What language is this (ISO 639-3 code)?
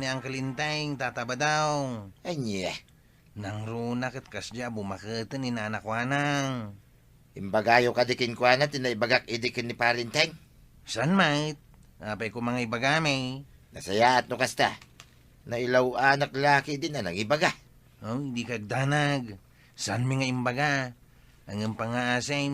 ilo